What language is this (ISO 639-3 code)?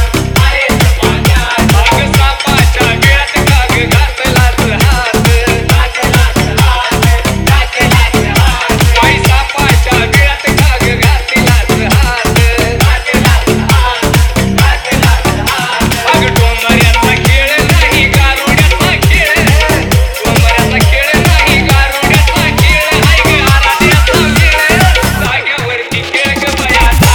mar